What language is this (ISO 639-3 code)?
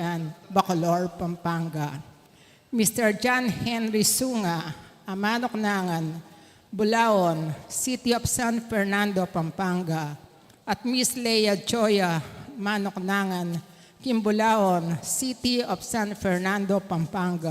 pam